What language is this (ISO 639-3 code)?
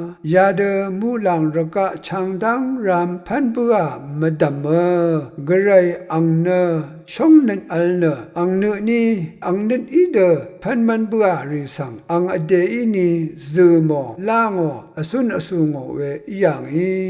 raw